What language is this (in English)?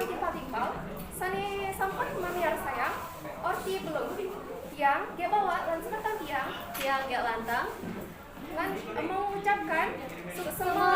Balinese